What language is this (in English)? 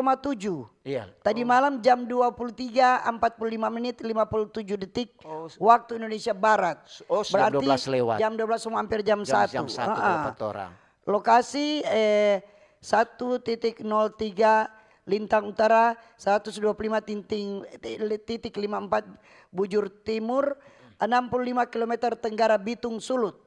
Manado Malay